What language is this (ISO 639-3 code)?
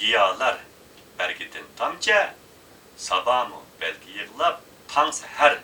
uig